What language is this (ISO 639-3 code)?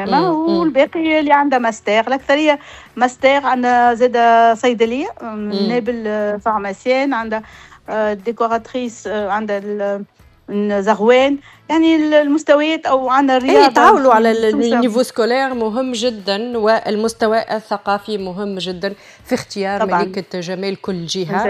aeb